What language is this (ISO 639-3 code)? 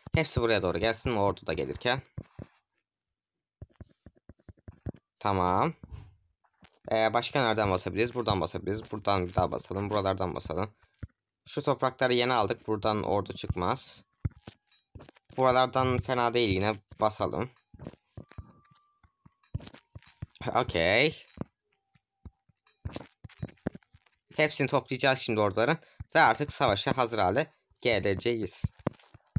tur